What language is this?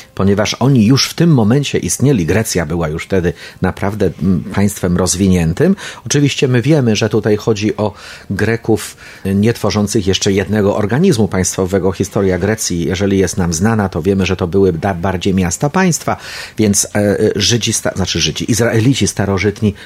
Polish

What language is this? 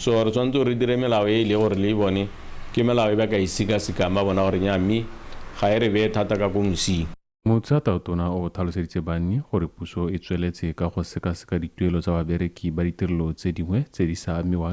Tswana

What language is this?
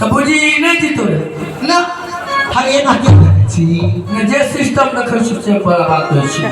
Maithili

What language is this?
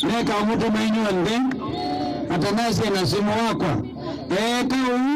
Kamba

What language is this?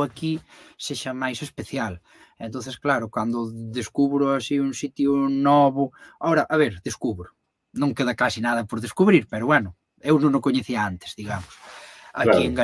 Galician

